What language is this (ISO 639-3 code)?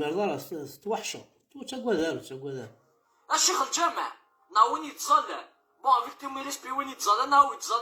kab